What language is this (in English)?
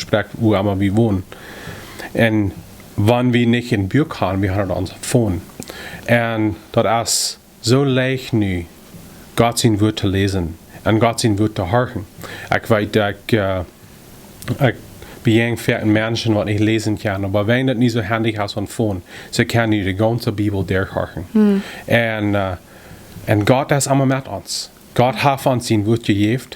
Plautdietsch